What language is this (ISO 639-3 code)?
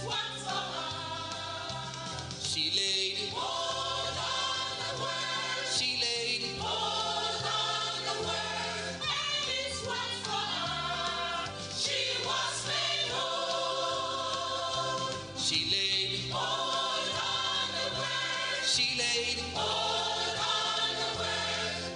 ewe